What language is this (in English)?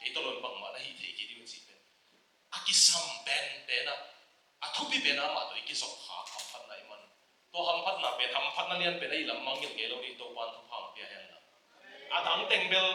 Tedim Chin